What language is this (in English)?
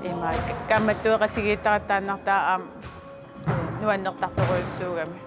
Kalaallisut